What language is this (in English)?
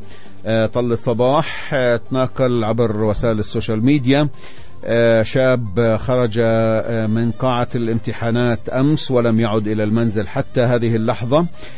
Arabic